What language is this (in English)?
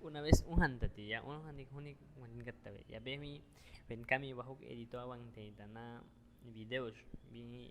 Aguaruna